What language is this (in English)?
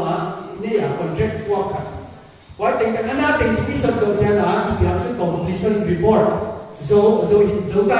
Paite Chin